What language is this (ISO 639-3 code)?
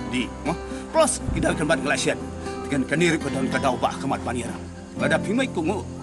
kha